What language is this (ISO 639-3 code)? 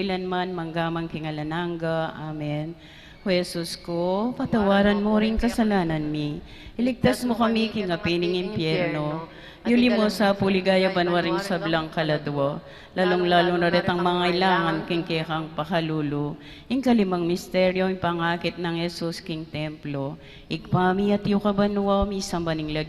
pam